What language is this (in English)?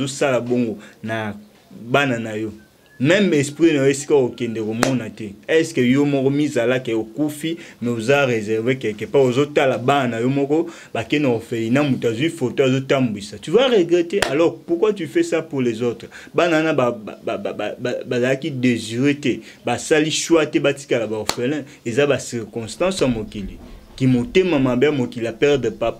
Lingala